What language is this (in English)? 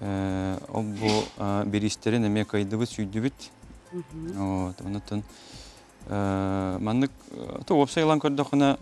Yakut